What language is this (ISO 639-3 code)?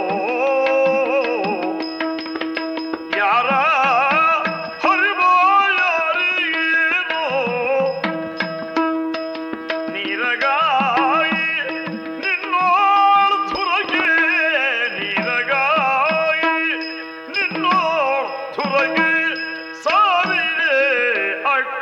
kan